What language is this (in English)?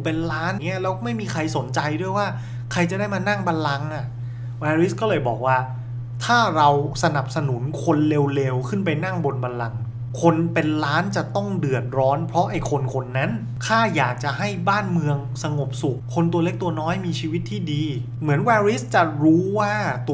Thai